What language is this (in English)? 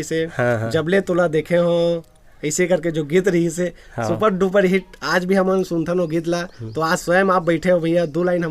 Chhattisgarhi